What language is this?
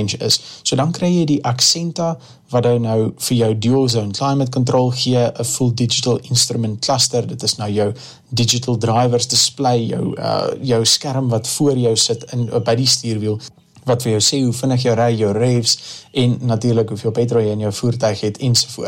Afrikaans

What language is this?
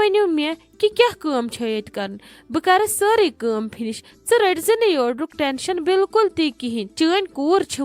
Kashmiri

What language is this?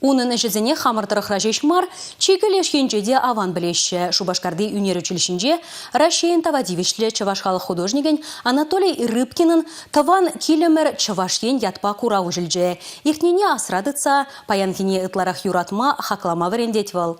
Chuvash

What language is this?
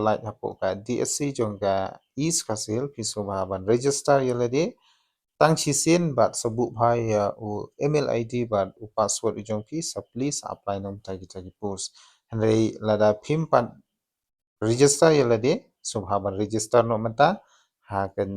Khasi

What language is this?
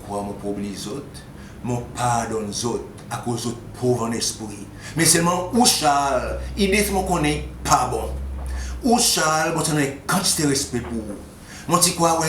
Seselwa Creole French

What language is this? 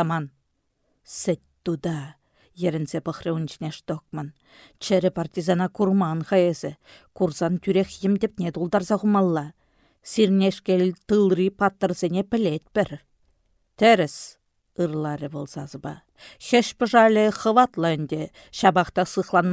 Chuvash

